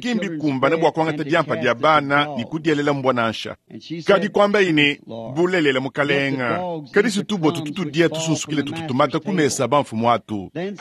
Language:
Luba-Lulua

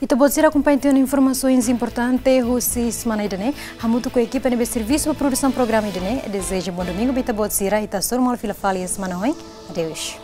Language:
Tetum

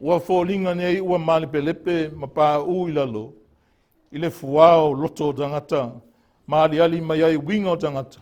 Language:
Samoan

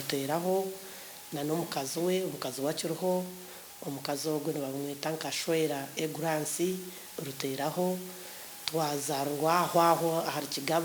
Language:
Nyankole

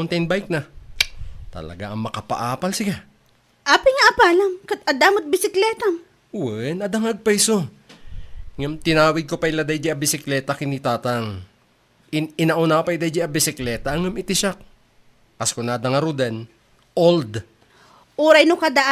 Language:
Iloko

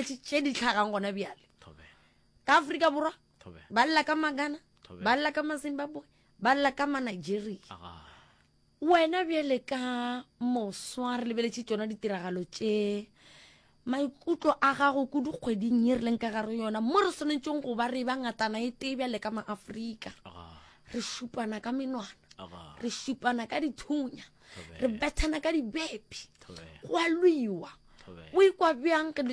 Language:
Northern Sotho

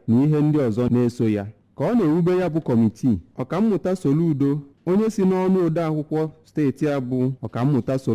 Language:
Igbo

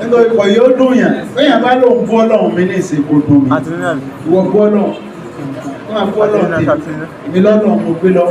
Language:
Yoruba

